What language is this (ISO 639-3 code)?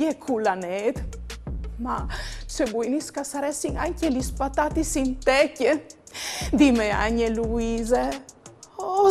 fur